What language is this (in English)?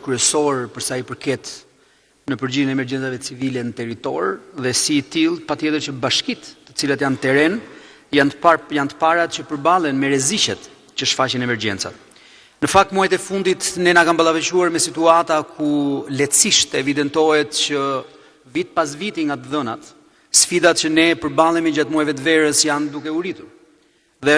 Albanian